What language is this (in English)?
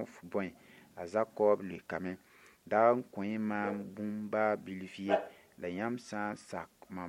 Mossi